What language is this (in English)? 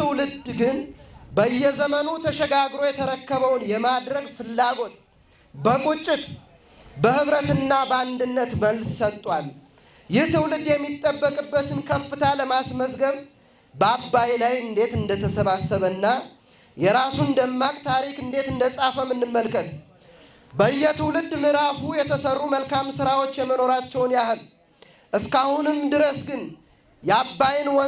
Amharic